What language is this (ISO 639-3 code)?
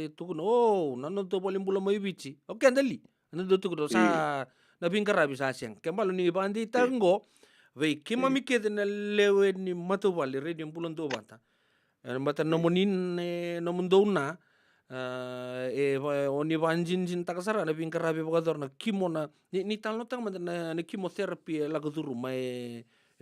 fij